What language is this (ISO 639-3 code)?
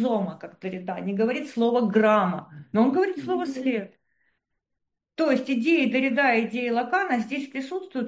rus